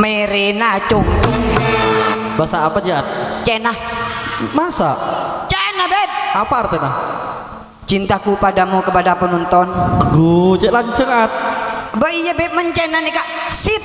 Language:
Madurese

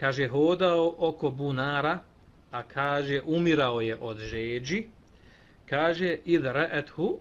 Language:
Bosnian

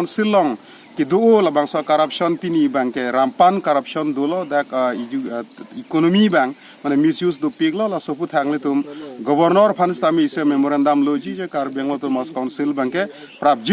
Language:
Karbi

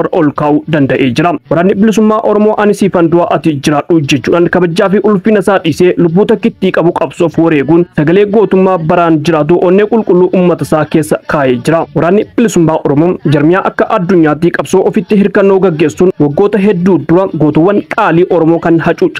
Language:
Oromo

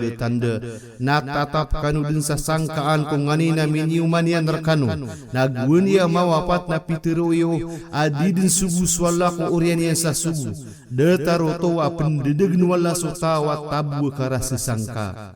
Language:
Maranao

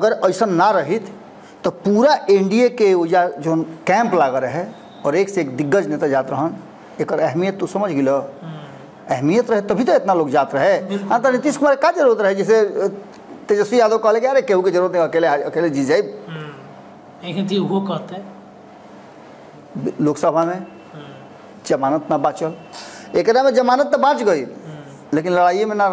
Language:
Bhojpuri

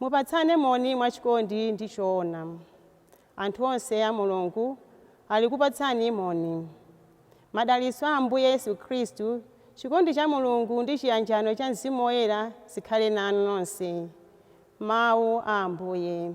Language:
Nyanja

